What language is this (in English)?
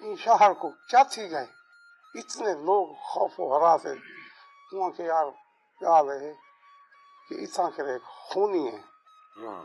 Saraiki